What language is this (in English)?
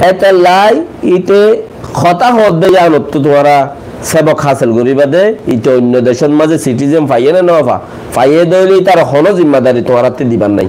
Rohingya